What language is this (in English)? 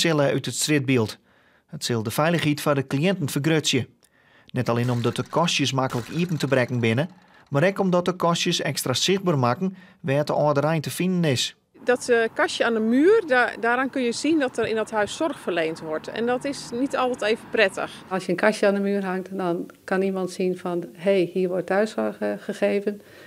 Western Frisian